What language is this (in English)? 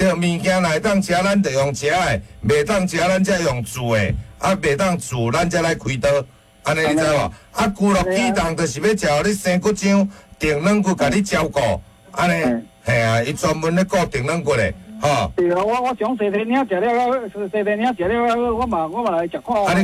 Min Nan Chinese